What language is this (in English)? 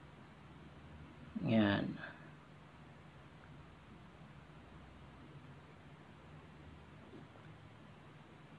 Filipino